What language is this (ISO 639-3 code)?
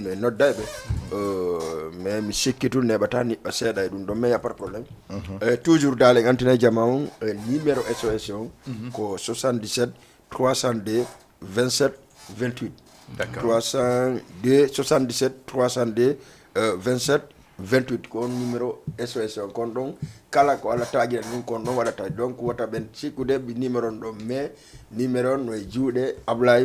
ful